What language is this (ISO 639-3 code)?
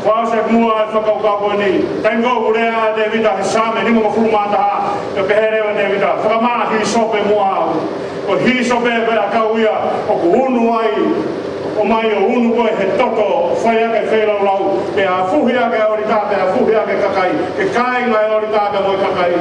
ton